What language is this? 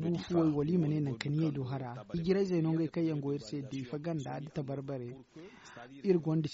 Zarma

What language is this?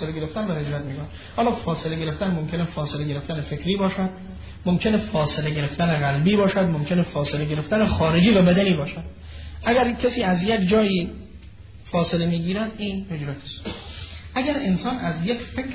Persian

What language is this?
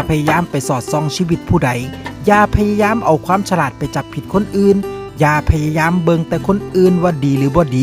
Northeastern Thai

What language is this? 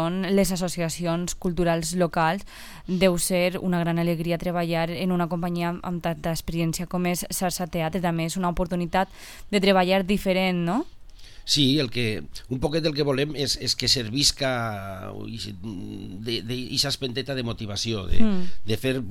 Catalan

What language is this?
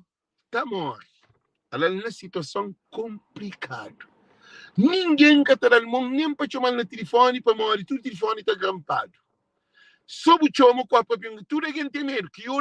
Kabuverdianu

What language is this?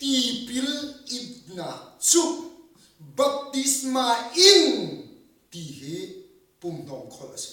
Hakha Chin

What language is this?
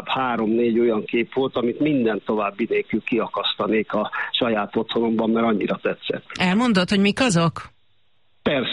Hungarian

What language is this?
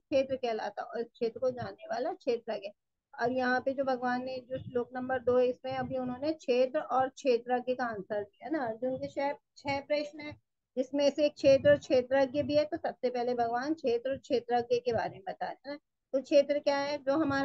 Hindi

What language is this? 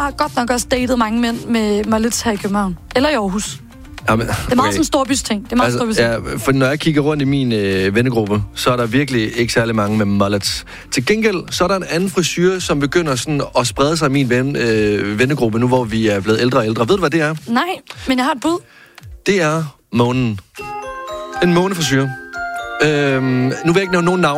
Danish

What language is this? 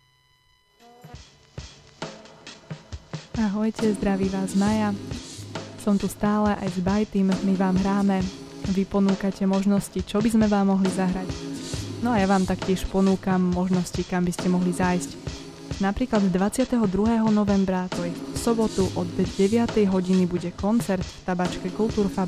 Slovak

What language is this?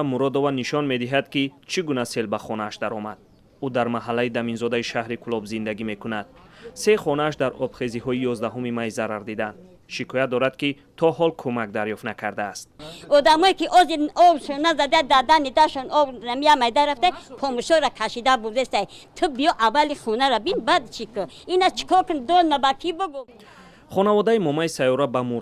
Tajik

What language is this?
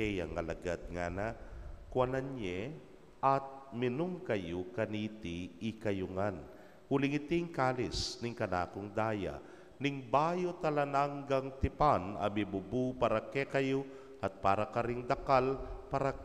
Pampanga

